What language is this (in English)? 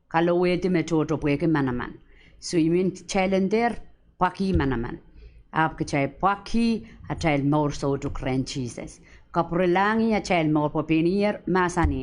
Pohnpeian